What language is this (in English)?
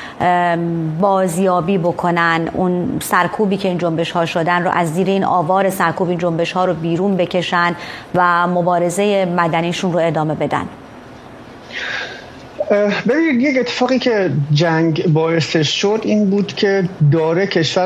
Persian